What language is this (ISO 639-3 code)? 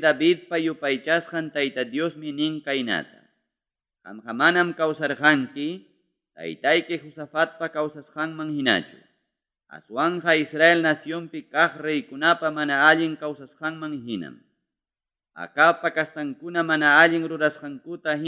quy